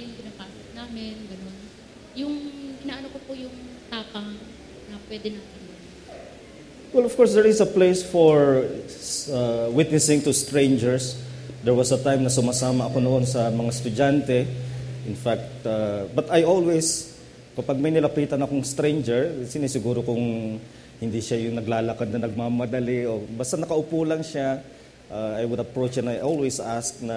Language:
Filipino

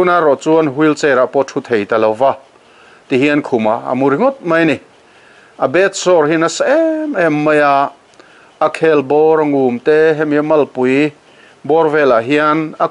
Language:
Mizo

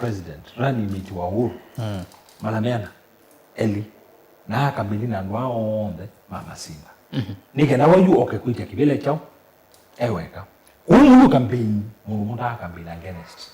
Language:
Kamba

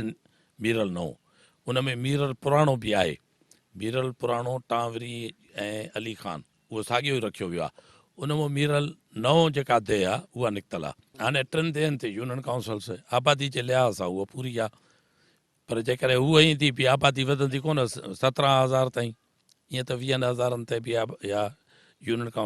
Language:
Sindhi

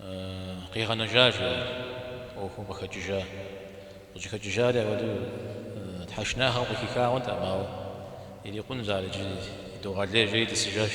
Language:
Kabardian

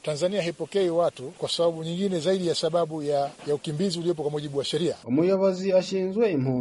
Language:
Rundi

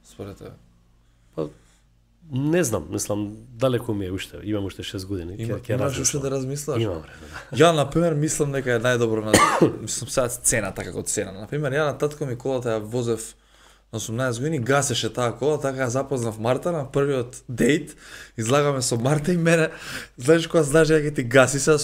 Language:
Macedonian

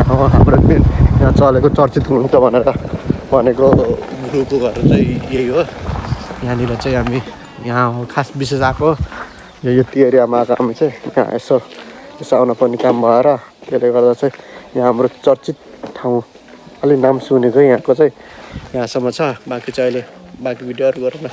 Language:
Nepali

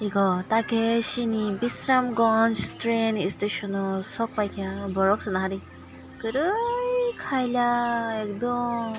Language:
Kok Borok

